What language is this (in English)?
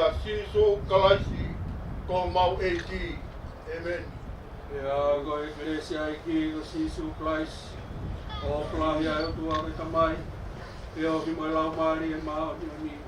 Tongan